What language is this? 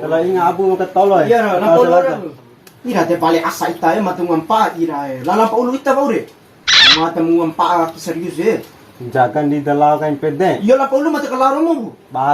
Bima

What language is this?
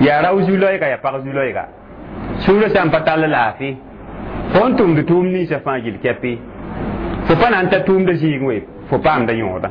Mossi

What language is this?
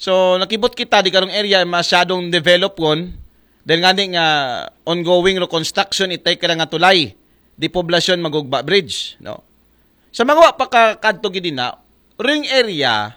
Aklanon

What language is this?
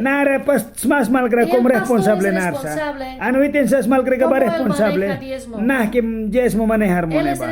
Mískito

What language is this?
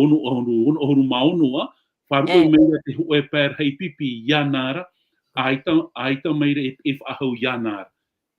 Tahitian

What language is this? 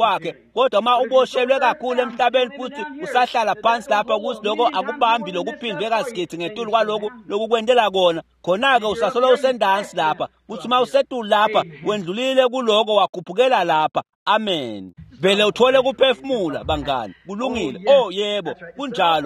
Swati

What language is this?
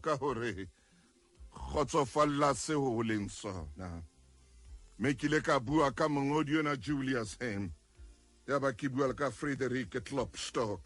Southern Sotho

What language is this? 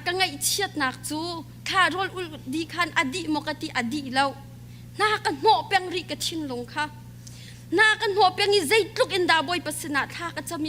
Hakha Chin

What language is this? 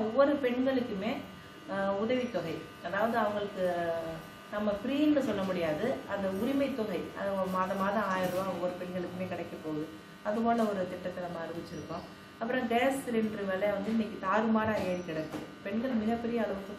Tamil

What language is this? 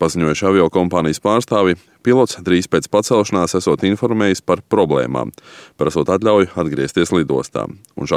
Latvian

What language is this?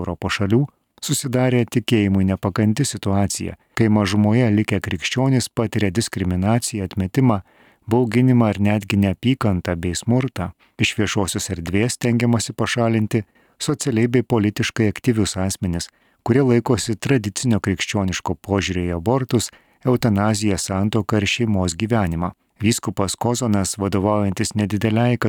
Lithuanian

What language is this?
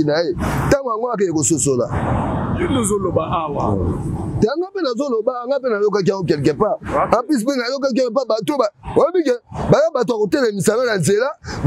Lingala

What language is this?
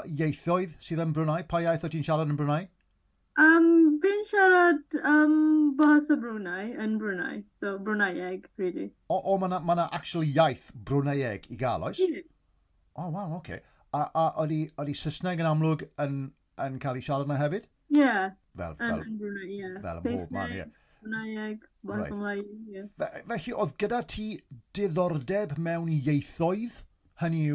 Welsh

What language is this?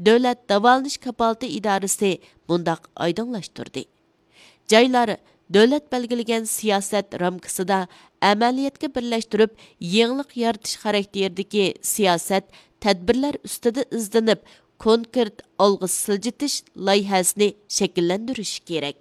Uyghur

